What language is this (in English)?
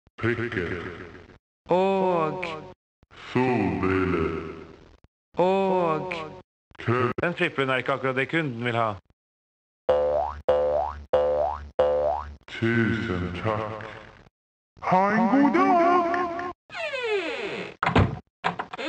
Norwegian